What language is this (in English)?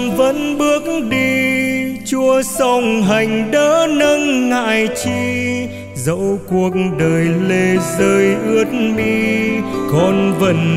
Vietnamese